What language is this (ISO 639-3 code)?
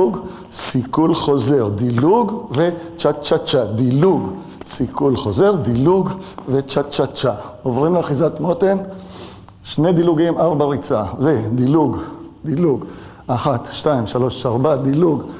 heb